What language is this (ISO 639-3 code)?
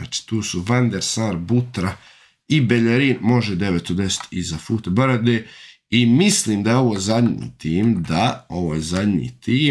hrv